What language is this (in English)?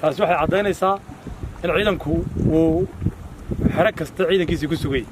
Somali